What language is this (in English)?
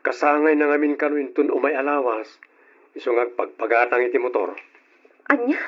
Iloko